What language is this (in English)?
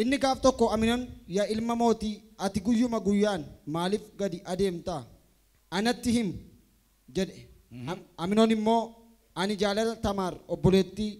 Oromo